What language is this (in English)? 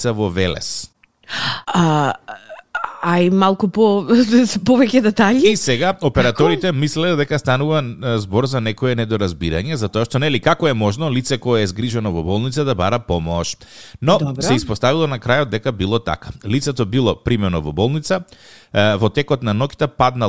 Macedonian